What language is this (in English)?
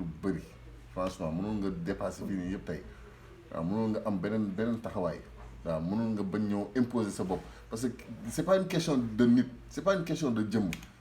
Wolof